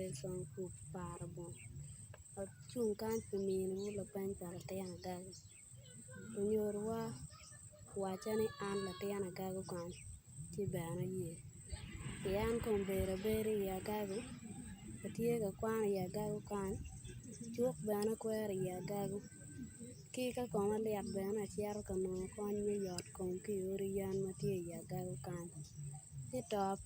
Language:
Acoli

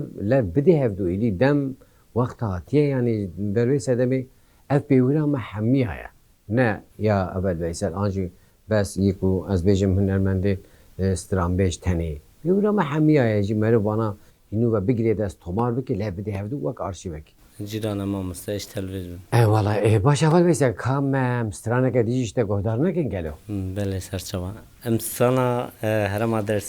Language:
Kurdish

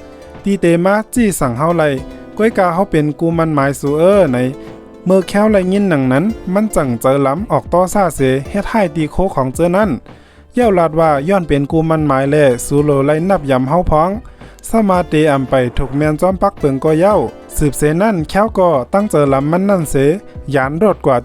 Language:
Shan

